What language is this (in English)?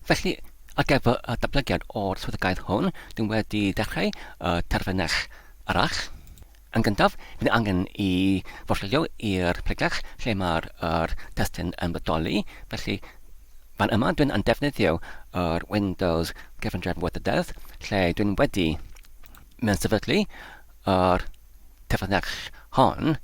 Welsh